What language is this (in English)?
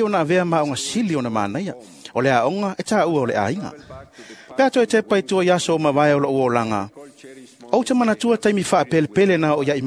Samoan